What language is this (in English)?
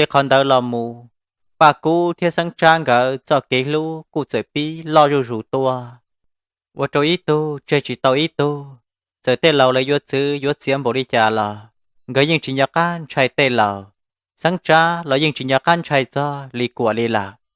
Hmong